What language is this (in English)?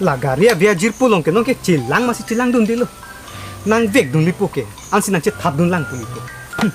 Karbi